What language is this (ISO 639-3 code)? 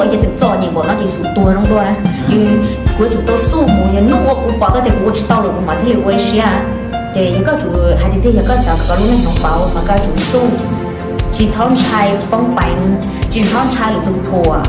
hmn